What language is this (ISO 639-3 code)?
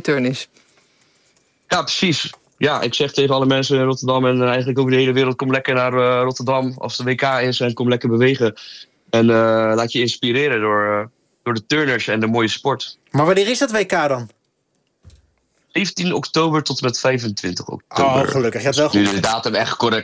nld